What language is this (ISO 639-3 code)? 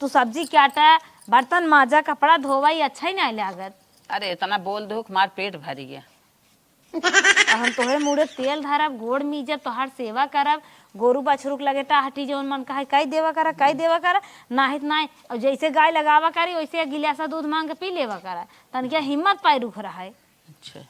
awa